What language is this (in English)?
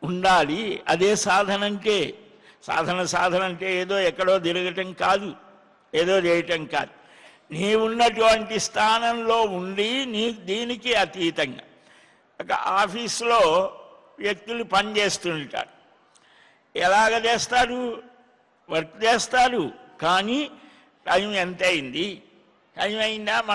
Telugu